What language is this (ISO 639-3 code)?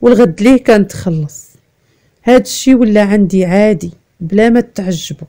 ary